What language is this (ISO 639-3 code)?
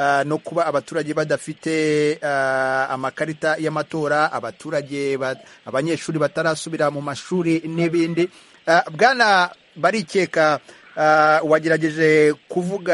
kin